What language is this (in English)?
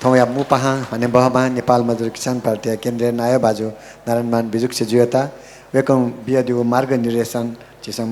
Newari